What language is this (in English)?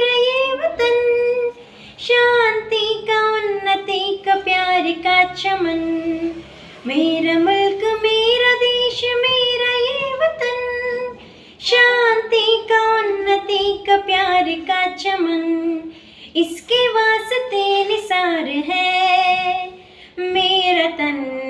Hindi